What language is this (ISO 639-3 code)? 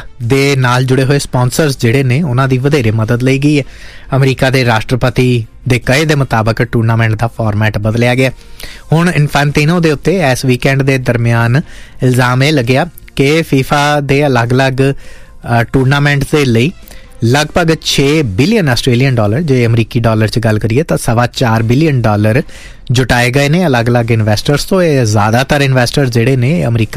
pan